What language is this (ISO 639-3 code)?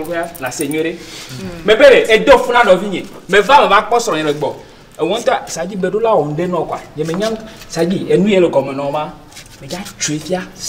ewe